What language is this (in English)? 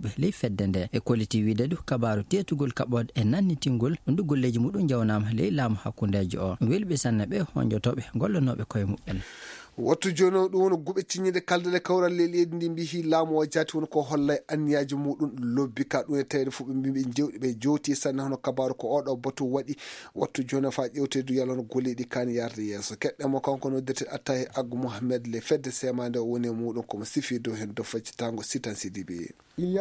Fula